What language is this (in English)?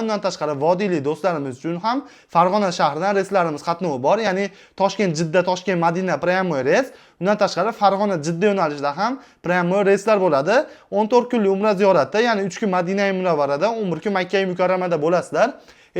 Uzbek